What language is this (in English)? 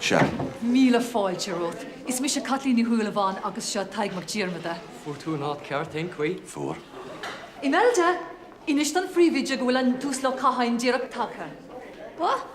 Irish